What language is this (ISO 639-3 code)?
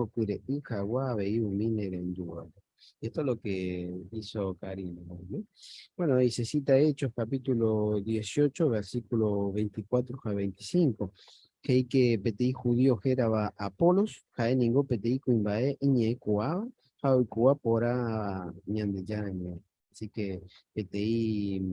grn